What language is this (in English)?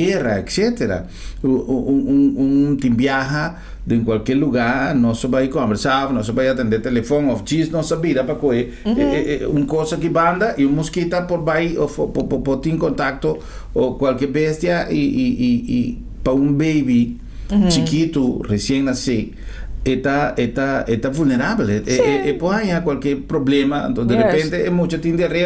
Papiamento